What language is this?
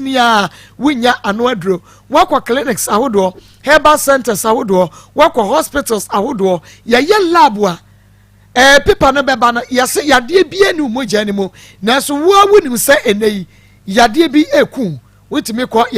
Akan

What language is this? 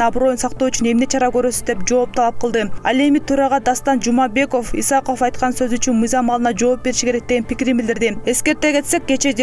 Kyrgyz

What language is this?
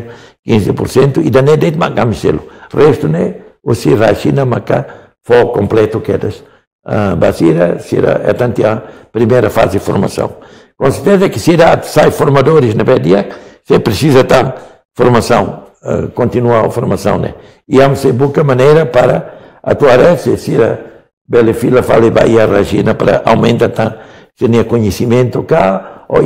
Tetum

